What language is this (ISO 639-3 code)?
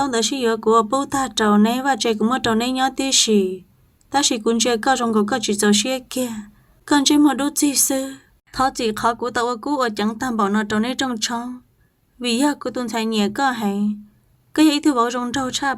hmn